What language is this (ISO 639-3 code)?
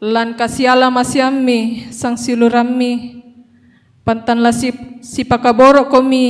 sda